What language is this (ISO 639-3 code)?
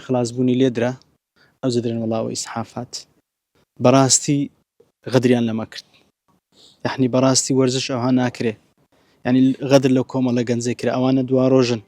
ckb